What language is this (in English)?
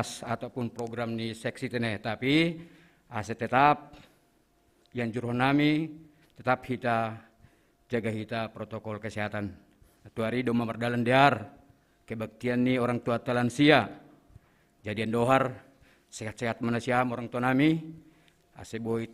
Batak Simalungun